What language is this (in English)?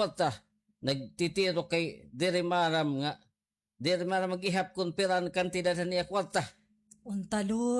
Waray